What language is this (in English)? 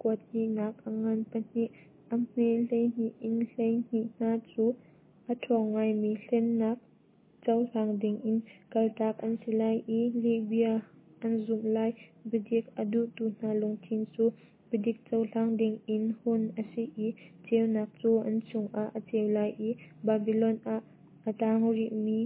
Hakha Chin